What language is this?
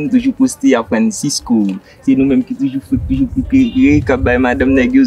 Haitian Creole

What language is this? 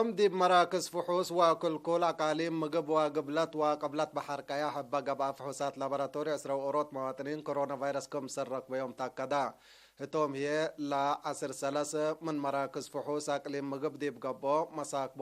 Tigre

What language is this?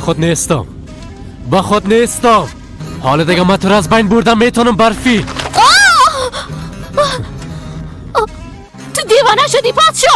Persian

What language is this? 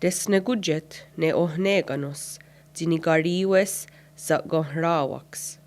Mohawk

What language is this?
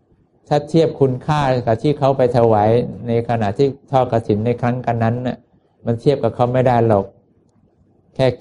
Thai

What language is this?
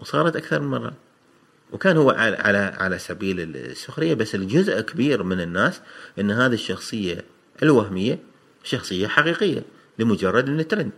Gulf Arabic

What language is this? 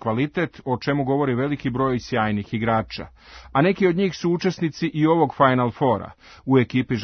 Serbian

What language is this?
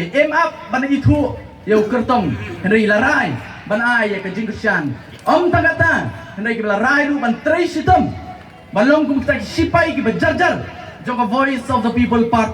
Khasi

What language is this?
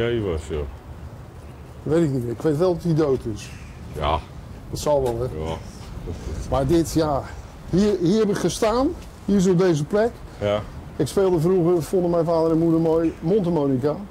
Dutch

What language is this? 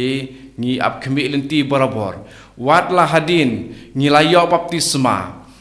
Khasi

